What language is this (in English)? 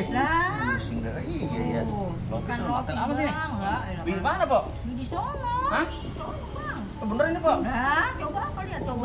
Betawi